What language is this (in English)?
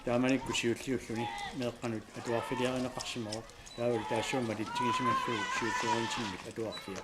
Kalaallisut